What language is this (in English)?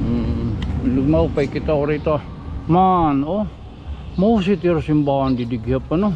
Waray